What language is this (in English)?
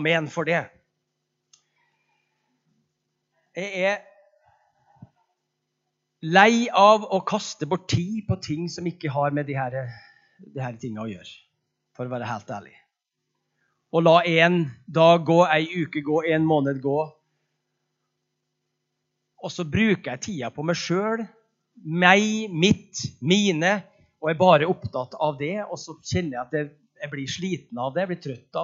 Norwegian